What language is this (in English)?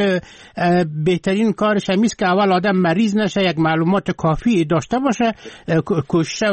Persian